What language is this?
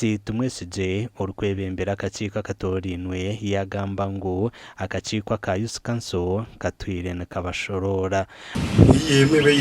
Nyankole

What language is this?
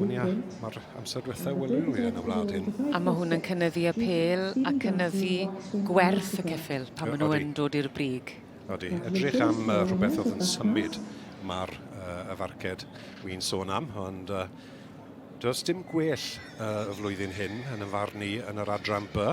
Welsh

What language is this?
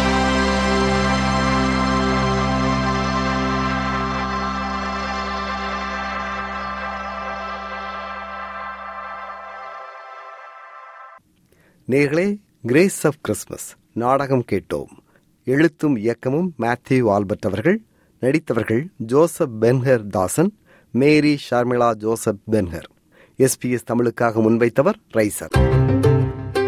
Tamil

